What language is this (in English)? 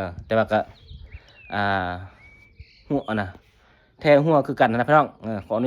Lao